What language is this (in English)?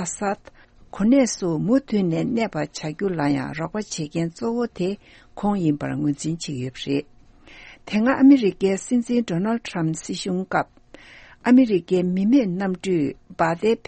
Tibetan